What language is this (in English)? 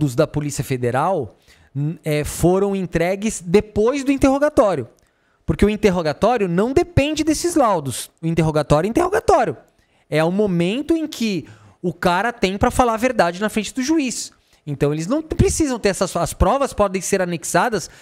Portuguese